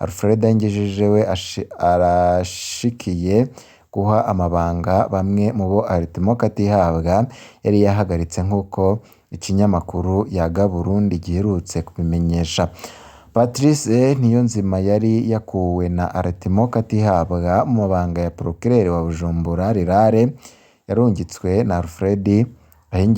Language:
Rundi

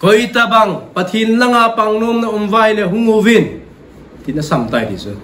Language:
Thado Chin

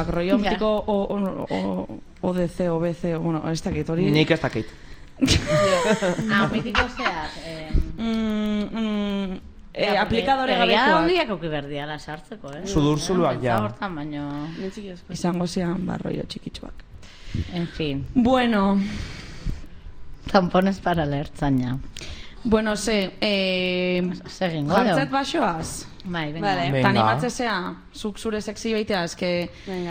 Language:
Basque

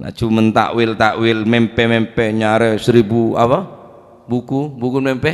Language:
Madurese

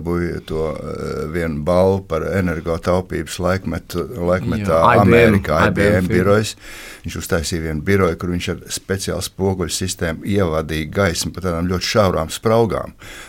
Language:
Latvian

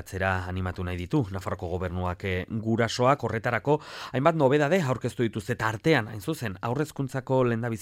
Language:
Basque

